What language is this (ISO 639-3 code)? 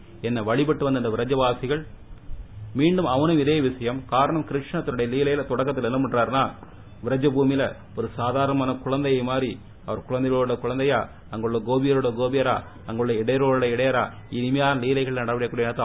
tam